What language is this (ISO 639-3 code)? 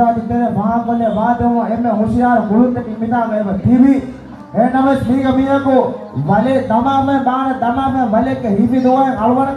div